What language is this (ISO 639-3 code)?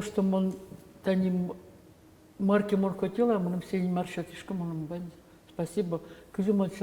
udm